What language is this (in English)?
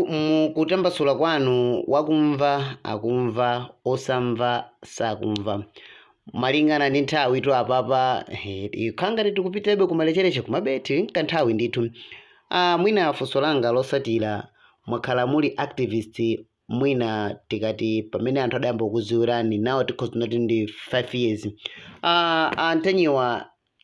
Nyanja